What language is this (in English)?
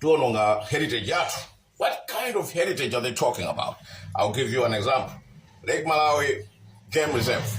Nyanja